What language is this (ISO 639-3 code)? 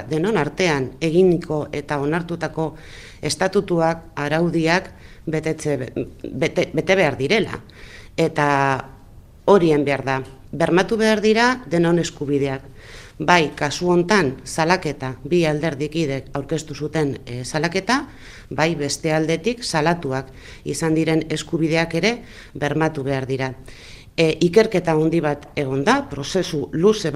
eus